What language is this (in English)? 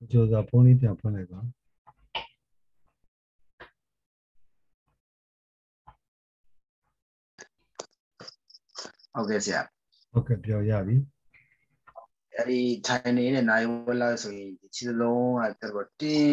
Burmese